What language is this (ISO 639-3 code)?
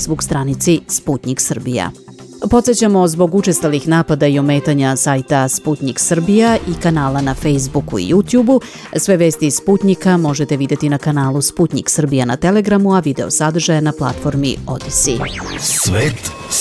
srp